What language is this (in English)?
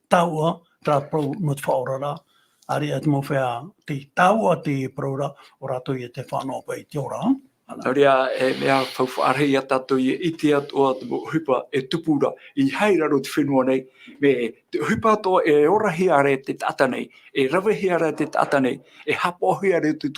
Tahitian